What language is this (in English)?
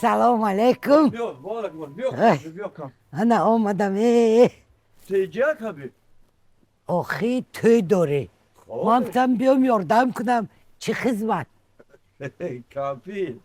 Tajik